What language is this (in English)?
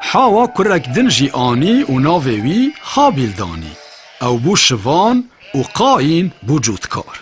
Kurdish